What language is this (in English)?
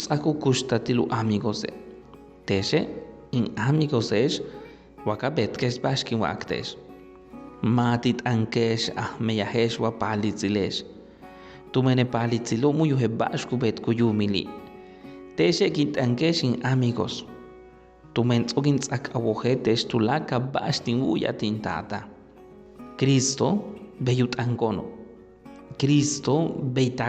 Yucateco